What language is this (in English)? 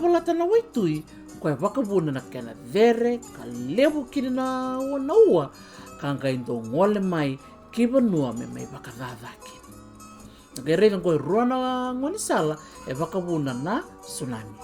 Fijian